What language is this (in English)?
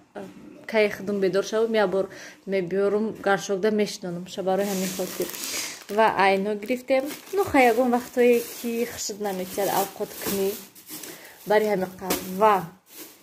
Tajik